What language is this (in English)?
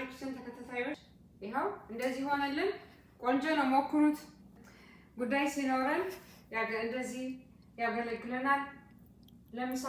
Amharic